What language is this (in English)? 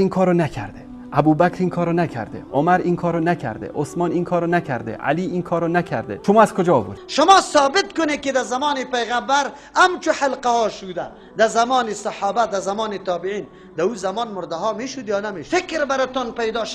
Tajik